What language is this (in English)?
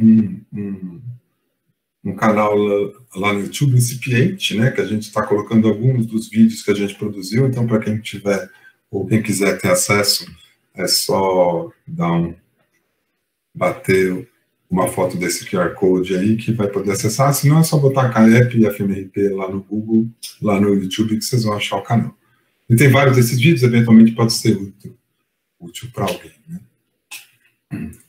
Portuguese